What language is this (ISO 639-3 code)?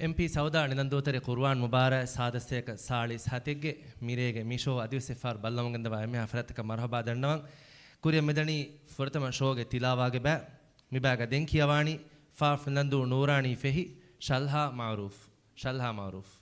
div